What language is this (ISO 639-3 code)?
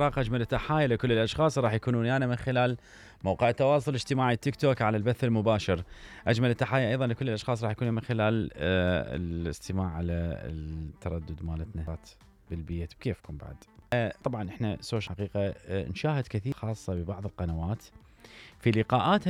acm